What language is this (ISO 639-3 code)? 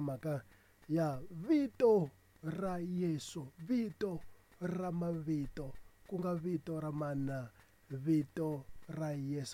tso